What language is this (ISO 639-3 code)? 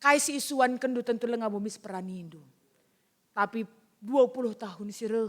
btx